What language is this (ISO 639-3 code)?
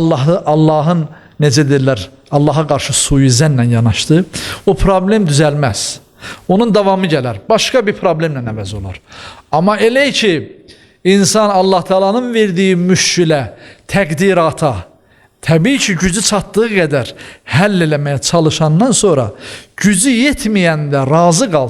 aze